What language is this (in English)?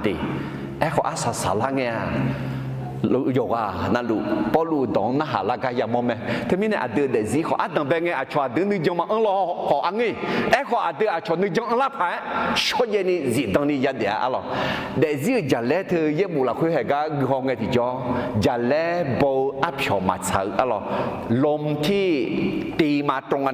Akha